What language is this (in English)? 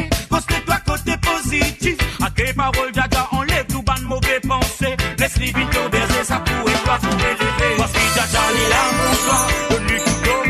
Morisyen